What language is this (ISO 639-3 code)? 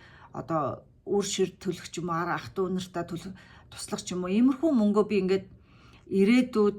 mon